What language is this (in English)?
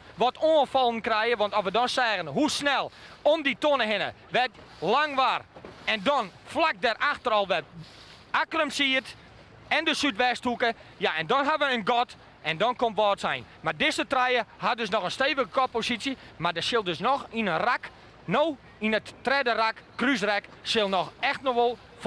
Western Frisian